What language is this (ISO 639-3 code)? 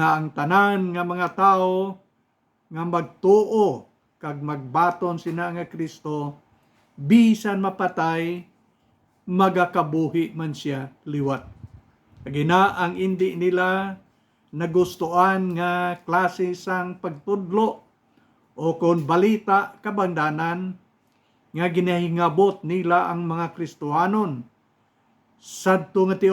hil